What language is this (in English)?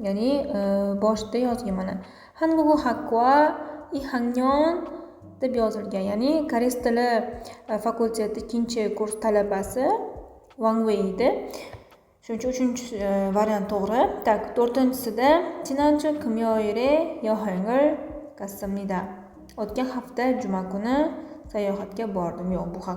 Uzbek